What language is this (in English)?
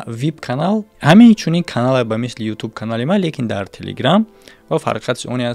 Tajik